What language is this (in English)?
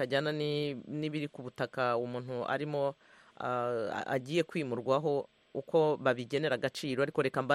Kinyarwanda